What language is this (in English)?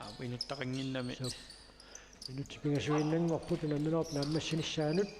Kalaallisut